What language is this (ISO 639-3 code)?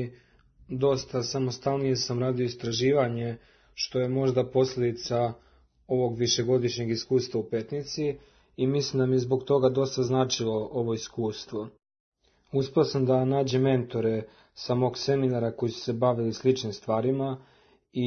srp